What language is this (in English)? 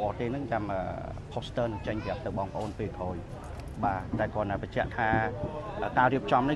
Khmer